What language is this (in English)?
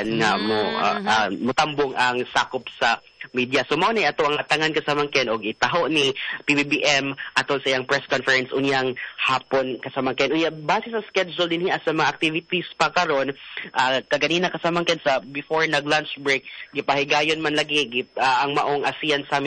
Cebuano